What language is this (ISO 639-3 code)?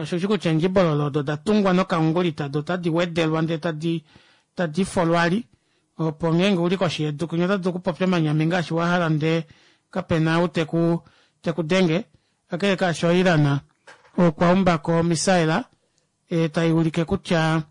kua